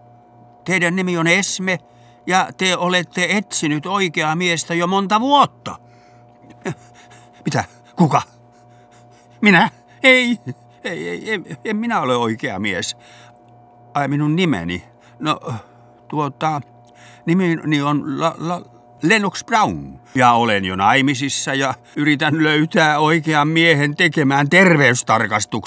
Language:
Finnish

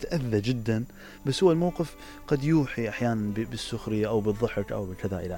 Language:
Mesopotamian Arabic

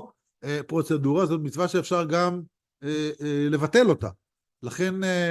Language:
Hebrew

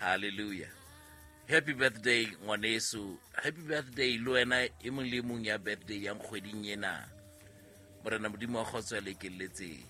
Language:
Southern Sotho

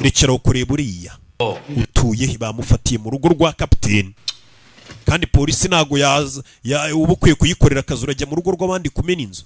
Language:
Kinyarwanda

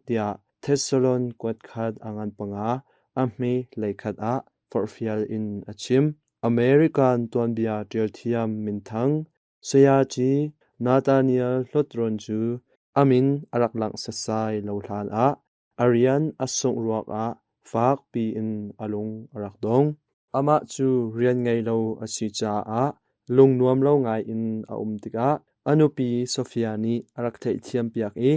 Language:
Hakha Chin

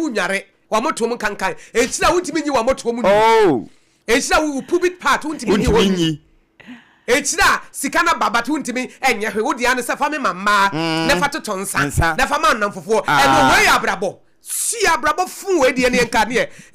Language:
Akan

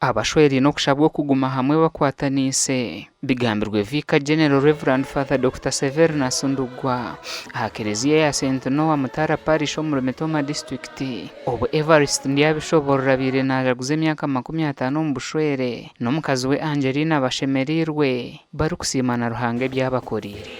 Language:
Nyankole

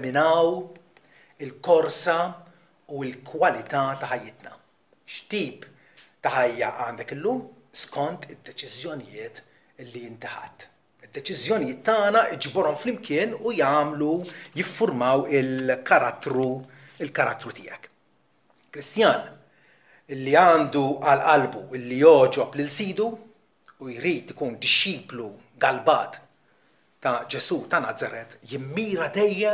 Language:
Maltese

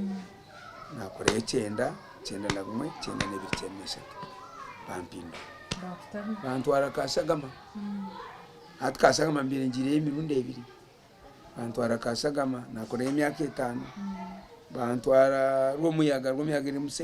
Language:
Nyankole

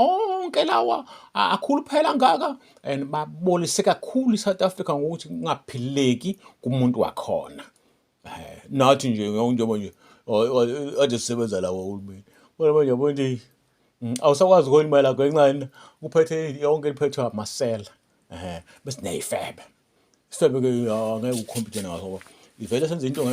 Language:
Zulu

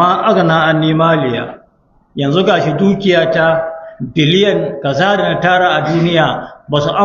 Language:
Hausa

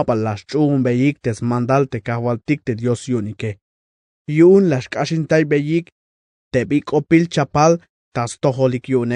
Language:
Tzeltal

